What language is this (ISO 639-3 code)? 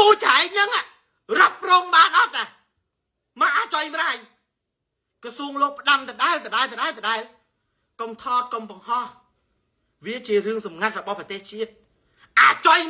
khm